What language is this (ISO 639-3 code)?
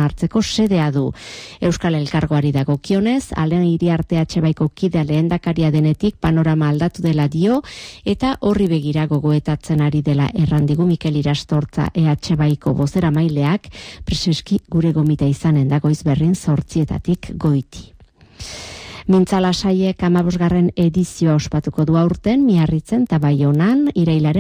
eus